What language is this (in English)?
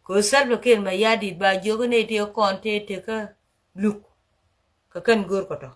Nuer